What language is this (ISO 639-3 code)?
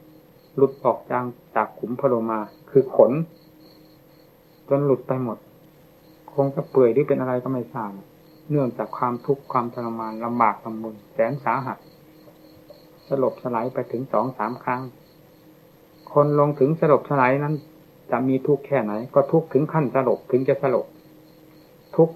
tha